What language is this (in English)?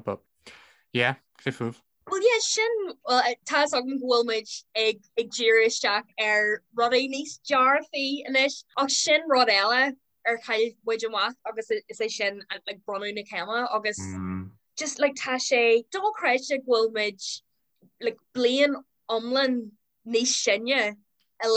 Irish